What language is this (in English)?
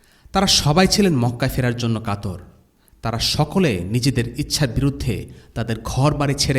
Bangla